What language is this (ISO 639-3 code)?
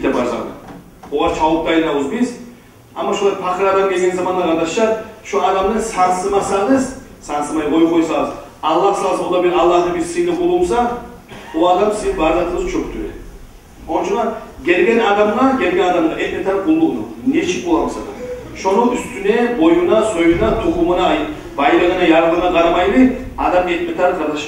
kum